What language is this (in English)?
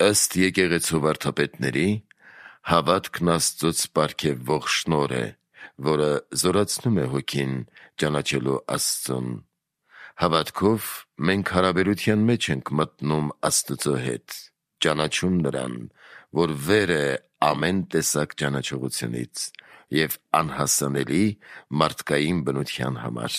Armenian